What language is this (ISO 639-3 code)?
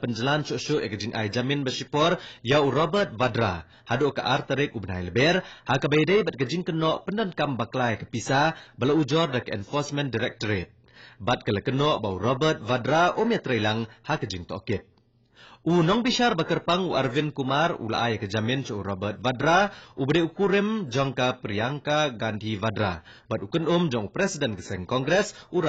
kha